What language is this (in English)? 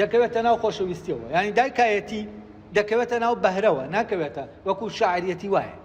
Central Kurdish